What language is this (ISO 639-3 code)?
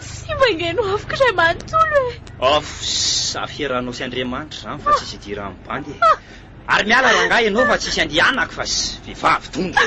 mlg